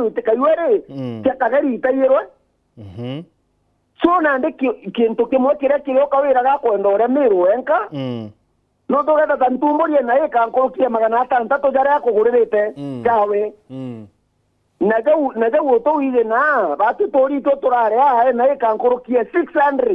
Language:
Meru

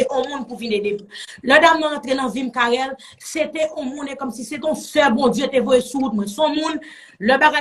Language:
Haitian Creole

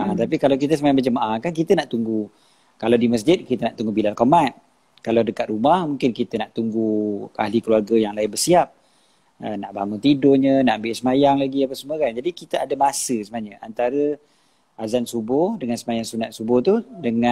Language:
Malay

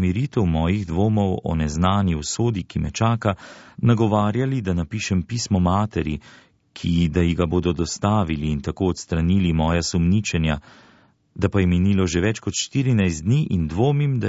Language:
Slovenian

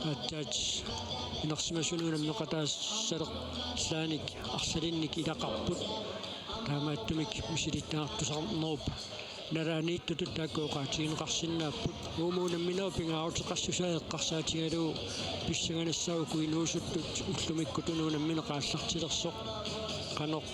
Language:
Kalaallisut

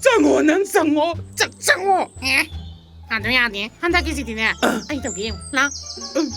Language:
Manipuri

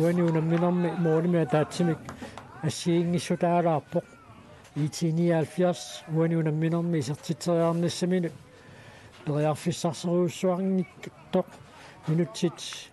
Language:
Kalaallisut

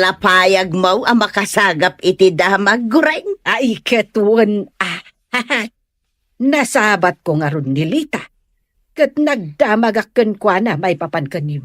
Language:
Iloko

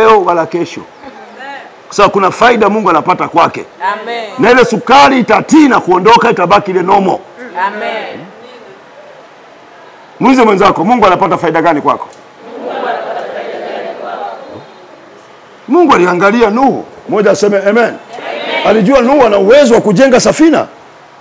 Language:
Swahili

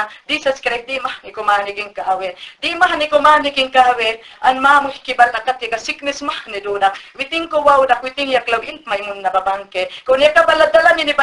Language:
Mayangna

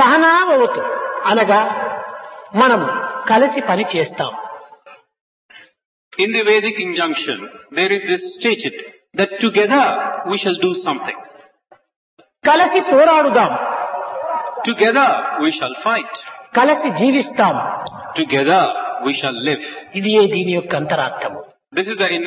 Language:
Telugu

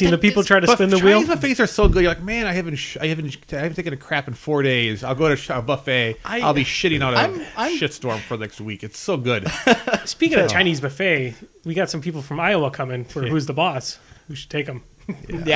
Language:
English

